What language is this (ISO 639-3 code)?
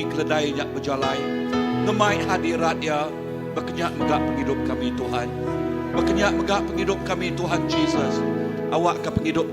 iba